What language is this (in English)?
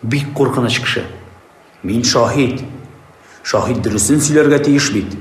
Tatar